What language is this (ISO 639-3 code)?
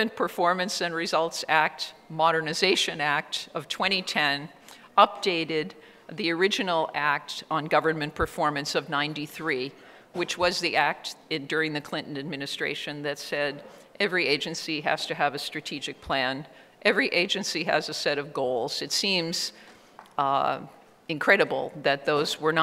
eng